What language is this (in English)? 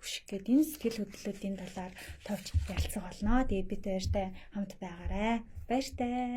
Mongolian